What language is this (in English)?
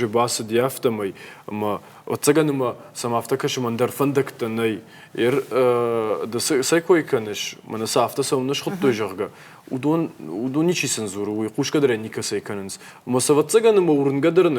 Ossetic